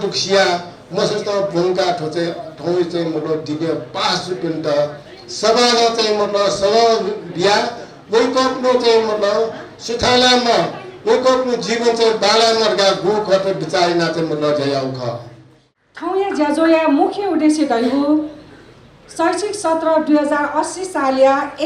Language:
Newari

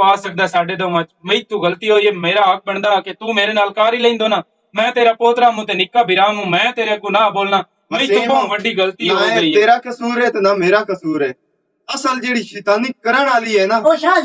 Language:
Western Panjabi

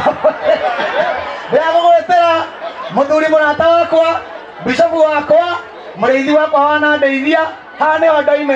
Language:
Kikuyu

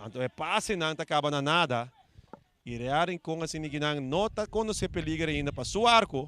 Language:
Papiamento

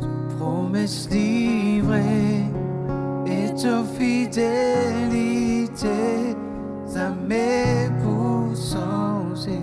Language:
Morisyen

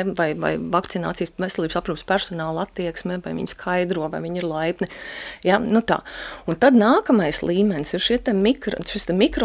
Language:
Latvian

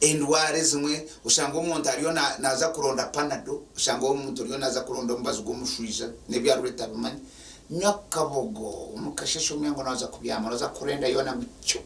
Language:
Nyankole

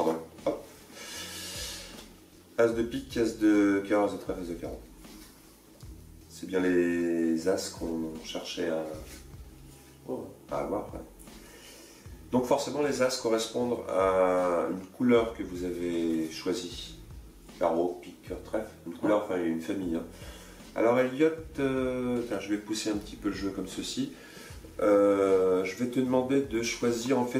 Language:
French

